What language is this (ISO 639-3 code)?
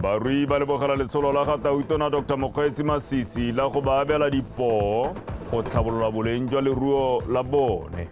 tsn